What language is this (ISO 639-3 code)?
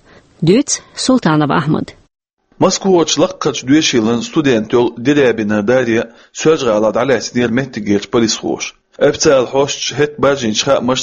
che